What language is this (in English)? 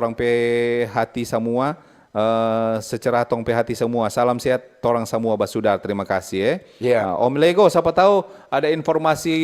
Manado Malay